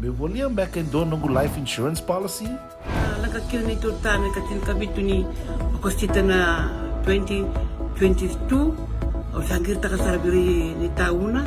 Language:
Fijian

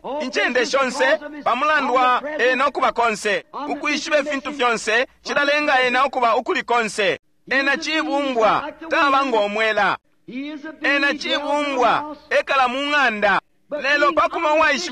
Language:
Bemba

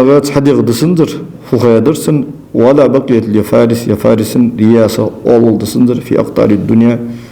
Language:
Ingush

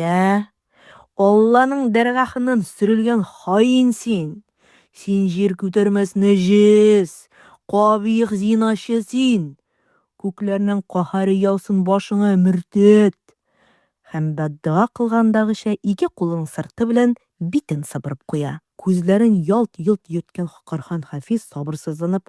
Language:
Tatar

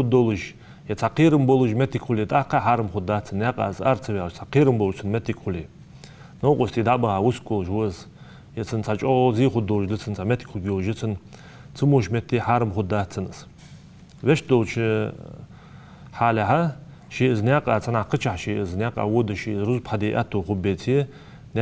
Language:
Ingush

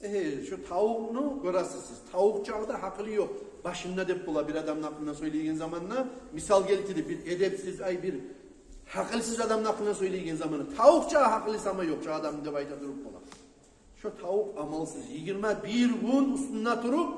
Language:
Kumyk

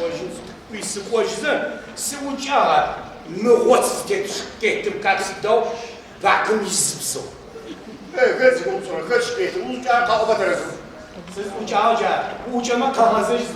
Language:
Adyghe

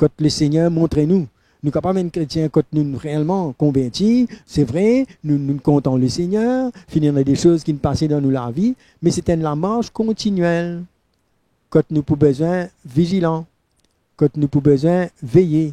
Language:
Morisyen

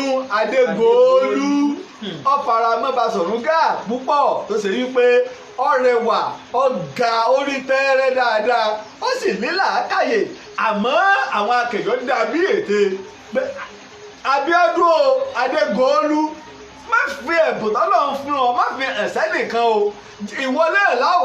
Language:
Yoruba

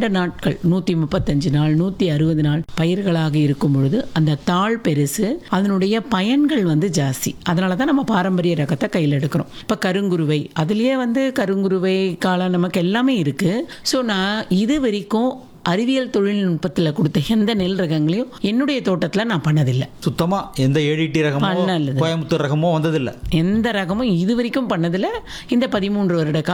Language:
Tamil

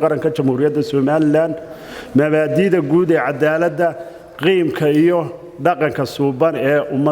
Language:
Somali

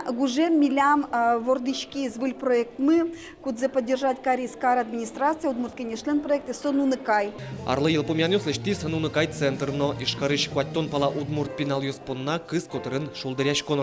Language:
Udmurt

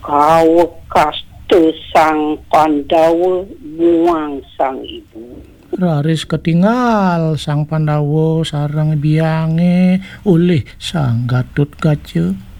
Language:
Balinese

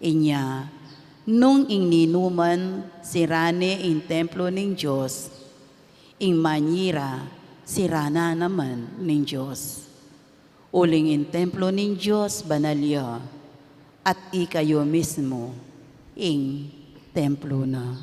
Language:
Pampanga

